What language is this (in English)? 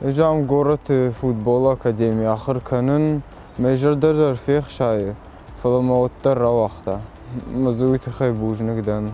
Ossetic